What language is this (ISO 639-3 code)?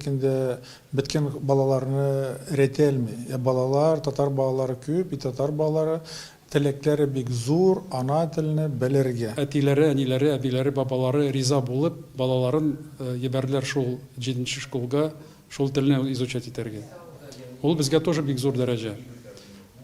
tat